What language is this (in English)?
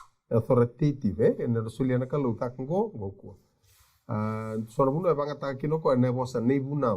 Fijian